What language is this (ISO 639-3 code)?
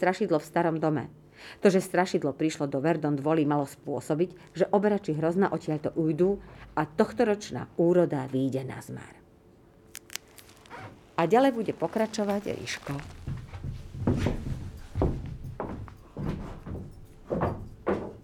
slk